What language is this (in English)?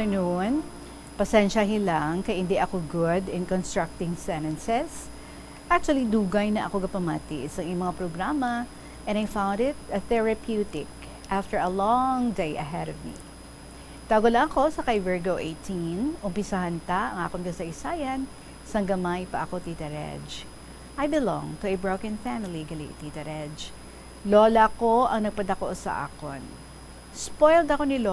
Hiligaynon